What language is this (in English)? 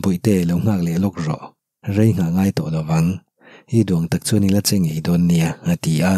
Mizo